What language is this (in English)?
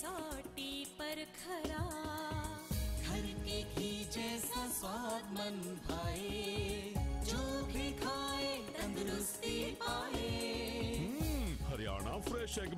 Hindi